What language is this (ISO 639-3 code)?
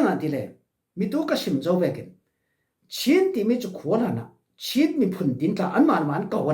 cfm